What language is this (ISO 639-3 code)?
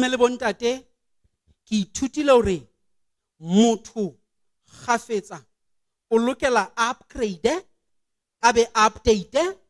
sot